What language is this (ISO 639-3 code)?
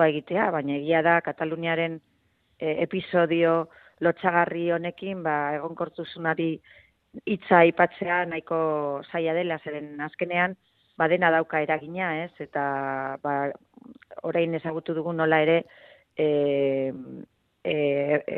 eus